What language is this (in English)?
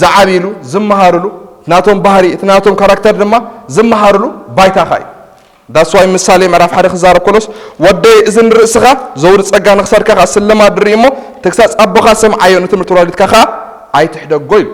Tigrinya